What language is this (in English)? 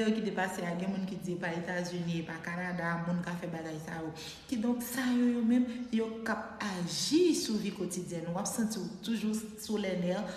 Haitian Creole